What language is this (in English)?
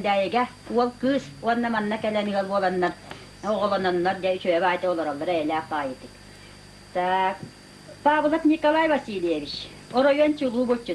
Yakut